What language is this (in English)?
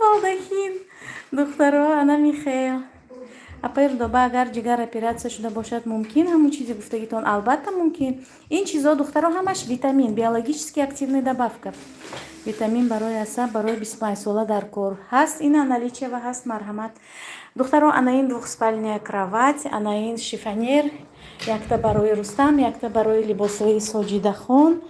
Tajik